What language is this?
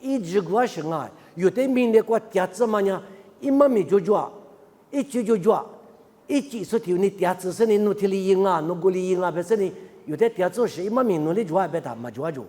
Lisu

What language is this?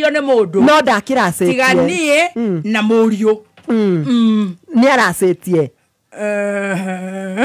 Kikuyu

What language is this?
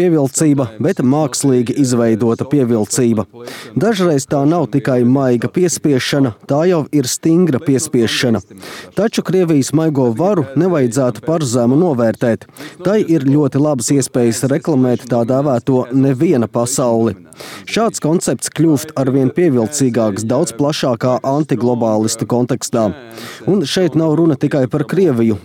Latvian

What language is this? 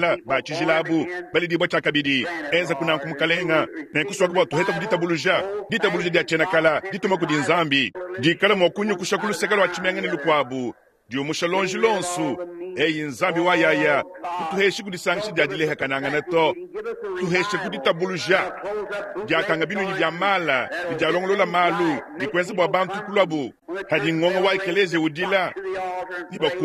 Luba-Lulua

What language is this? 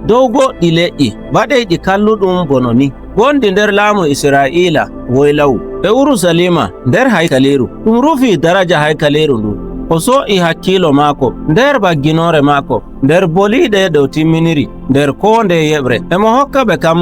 Nigerian Fulfulde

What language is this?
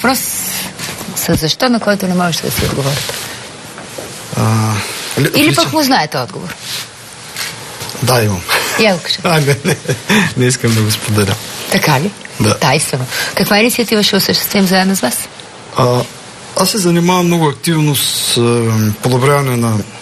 Bulgarian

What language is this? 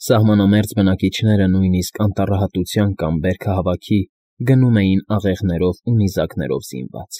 Armenian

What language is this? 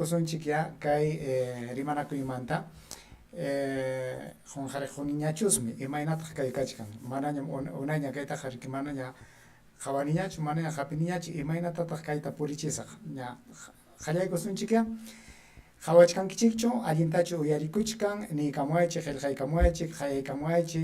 Ayacucho Quechua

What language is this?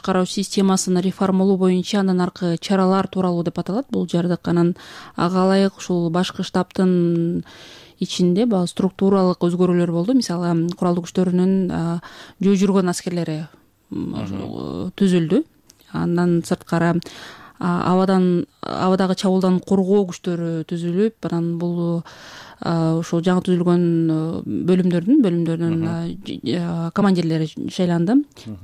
Kyrgyz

